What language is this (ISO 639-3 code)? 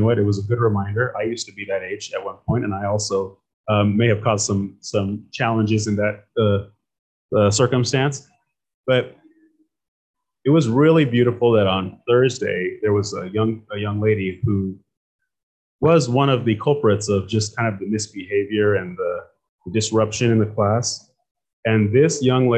eng